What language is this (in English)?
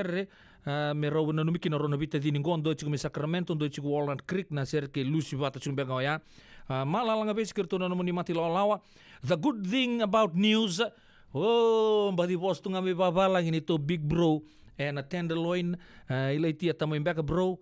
Fijian